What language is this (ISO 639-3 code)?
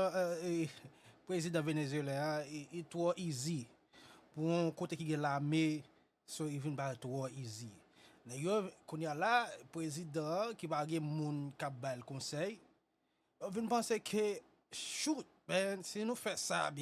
hat